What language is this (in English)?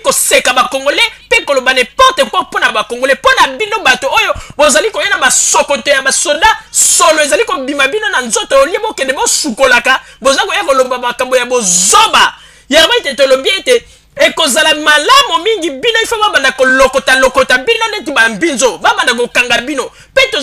Lingala